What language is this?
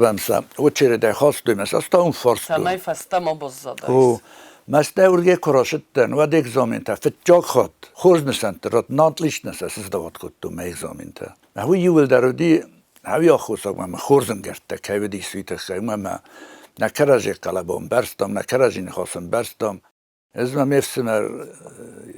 Ossetic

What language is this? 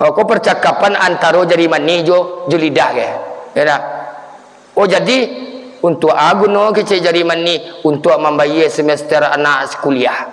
Minangkabau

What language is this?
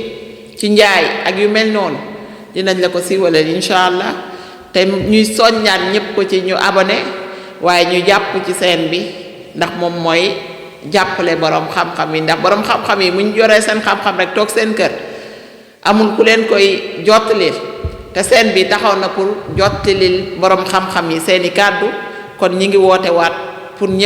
Wolof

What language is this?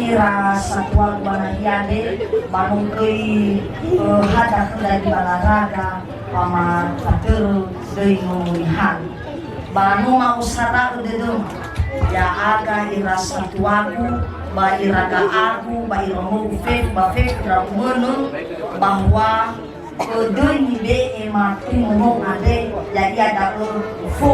Nias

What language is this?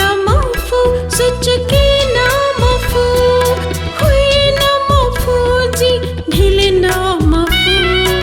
Newari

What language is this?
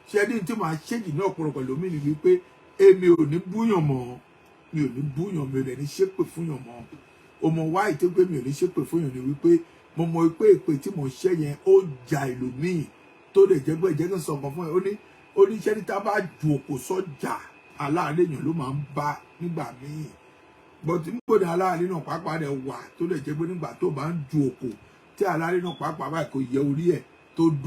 Yoruba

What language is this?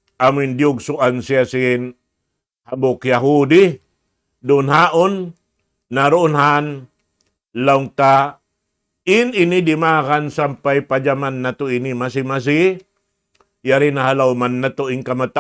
Tausug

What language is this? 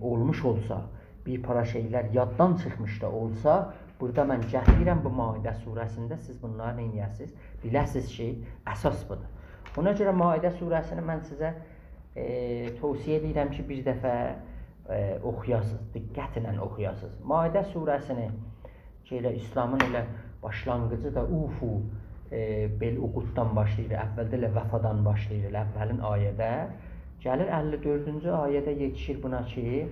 South Azerbaijani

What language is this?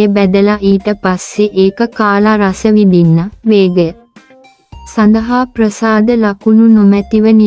Sinhala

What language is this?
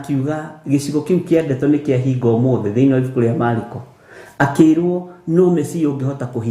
Kikuyu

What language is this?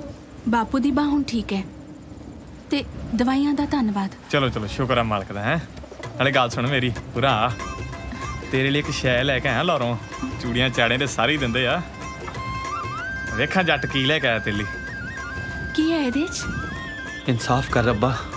Punjabi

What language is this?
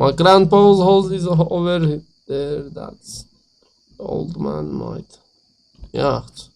South Azerbaijani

